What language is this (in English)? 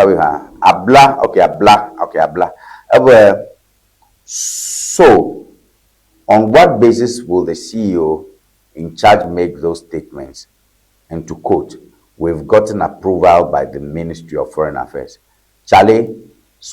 Ewe